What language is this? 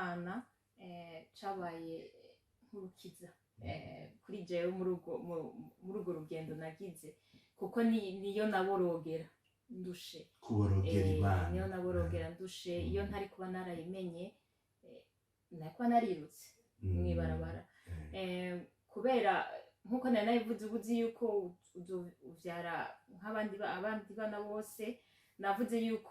Rundi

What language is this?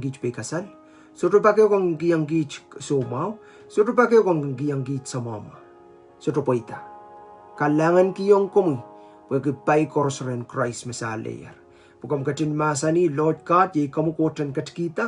Pohnpeian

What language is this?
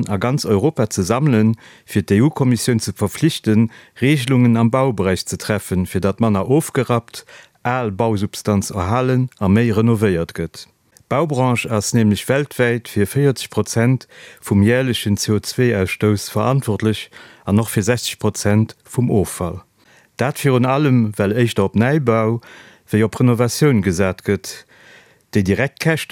Luxembourgish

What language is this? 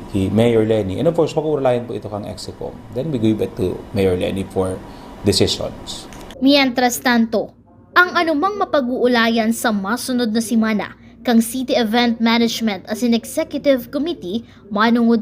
Bikol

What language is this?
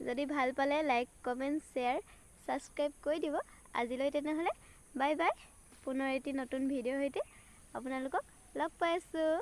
Assamese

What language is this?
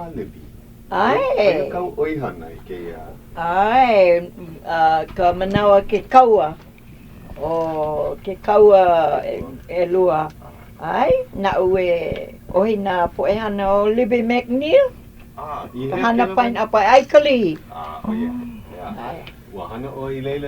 Hawaiian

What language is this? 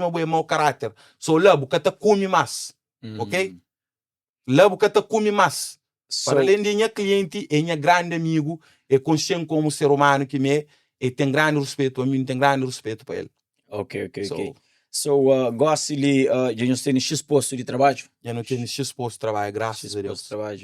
Kabuverdianu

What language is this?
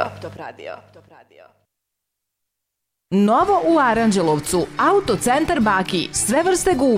Serbian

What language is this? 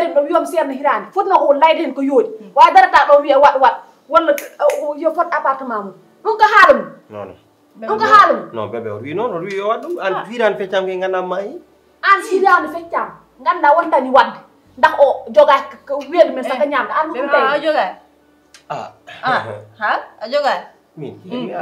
Fula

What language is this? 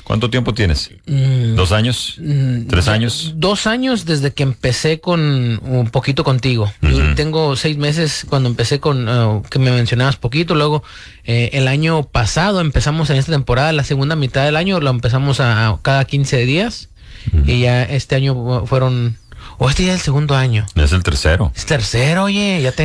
Spanish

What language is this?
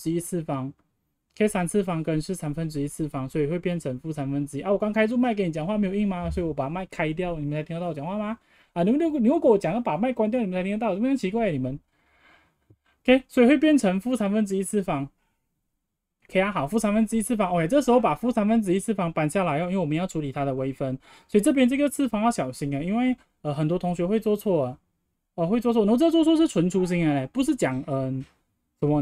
Chinese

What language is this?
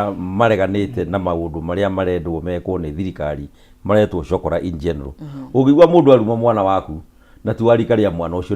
Kikuyu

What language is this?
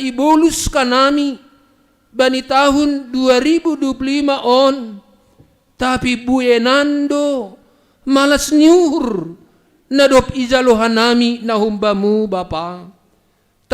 Batak Simalungun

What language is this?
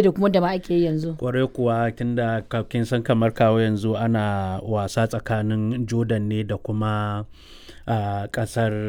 Hausa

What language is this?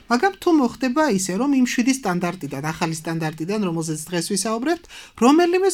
Georgian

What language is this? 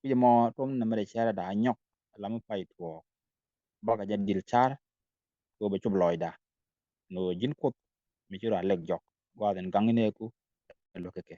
Nuer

